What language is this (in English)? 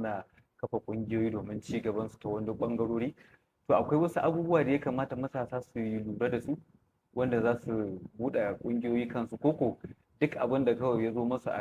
Hausa